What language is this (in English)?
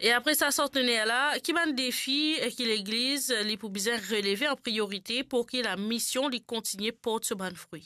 Morisyen